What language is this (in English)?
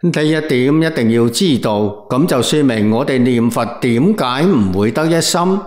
Cantonese